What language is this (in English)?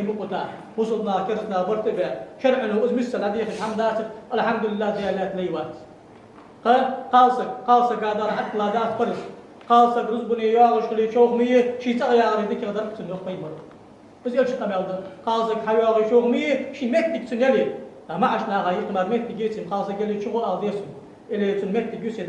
Ingush